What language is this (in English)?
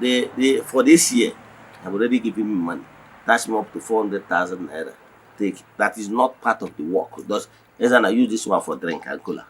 Igbo